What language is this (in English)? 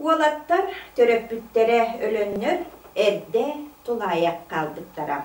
Yakut